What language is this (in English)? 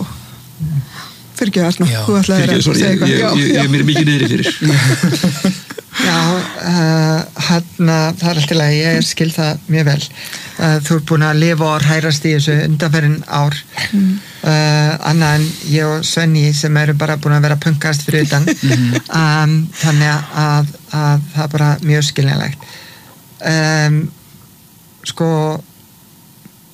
Icelandic